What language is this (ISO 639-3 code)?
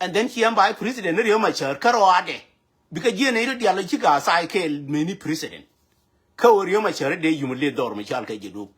nus